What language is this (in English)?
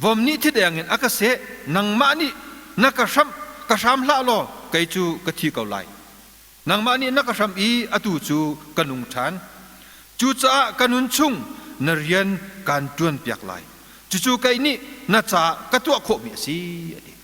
Hakha Chin